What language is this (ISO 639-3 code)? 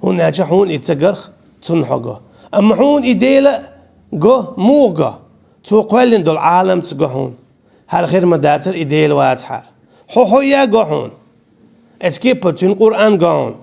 che